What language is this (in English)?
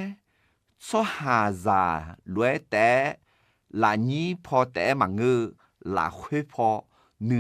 Akha